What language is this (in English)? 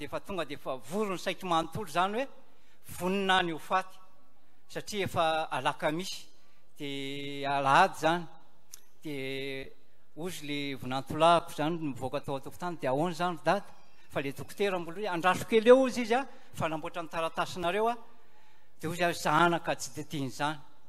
Malagasy